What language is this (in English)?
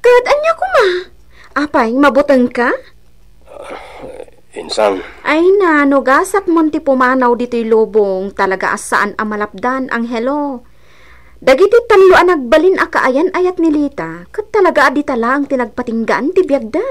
Iloko